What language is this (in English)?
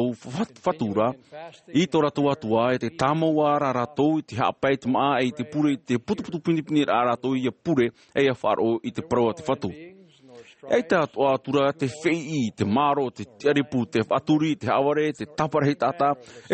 Tahitian